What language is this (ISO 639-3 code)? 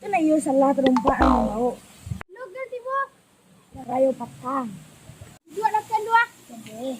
min